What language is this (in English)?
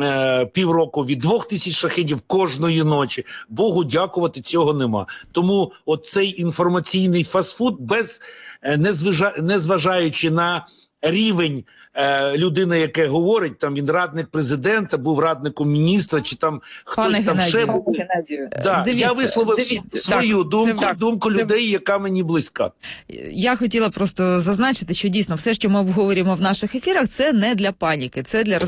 Ukrainian